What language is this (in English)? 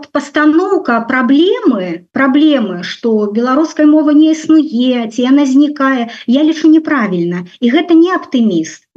Belarusian